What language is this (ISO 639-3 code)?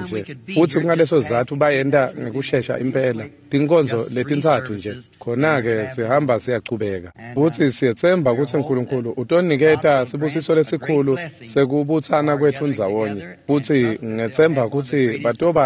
ssw